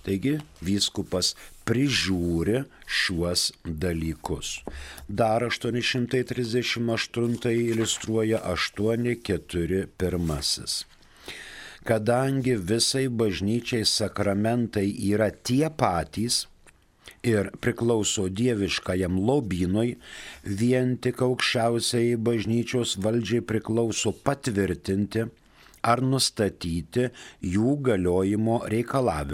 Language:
Lithuanian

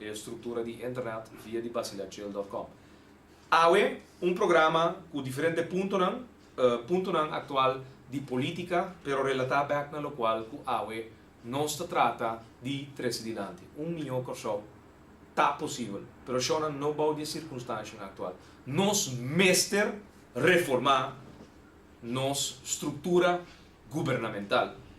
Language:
Papiamento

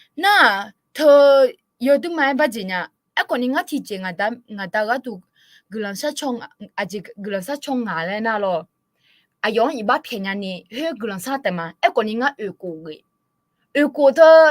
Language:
Akha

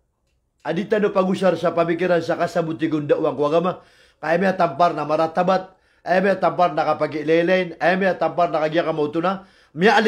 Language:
Maranao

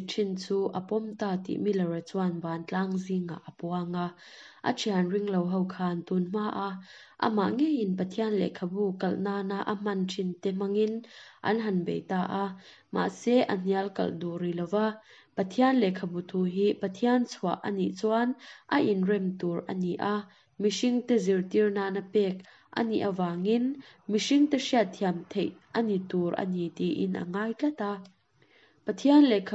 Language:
Mizo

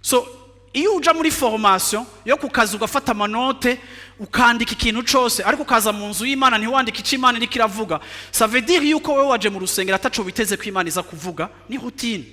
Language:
Rundi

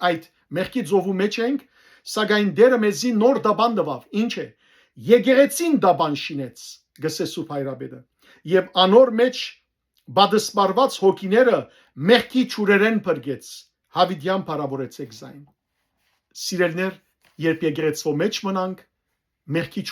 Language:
Western Armenian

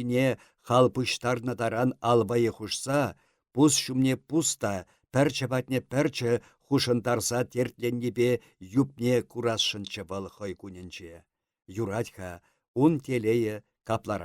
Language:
Chuvash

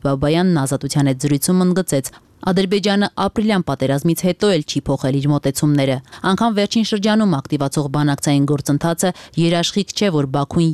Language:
Armenian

